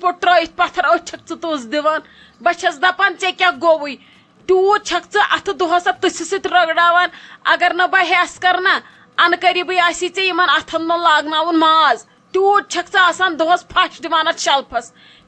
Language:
Kashmiri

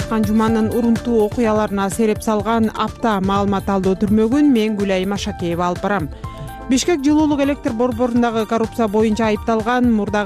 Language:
Kyrgyz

